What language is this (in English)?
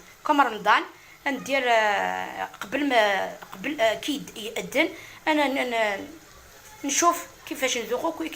Algerian Arabic